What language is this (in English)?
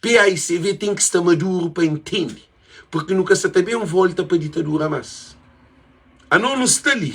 Kabuverdianu